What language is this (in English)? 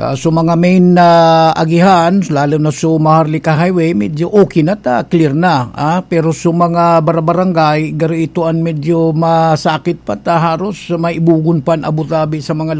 Bikol